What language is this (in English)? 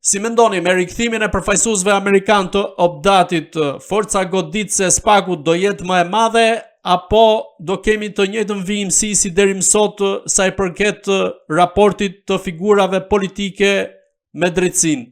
Albanian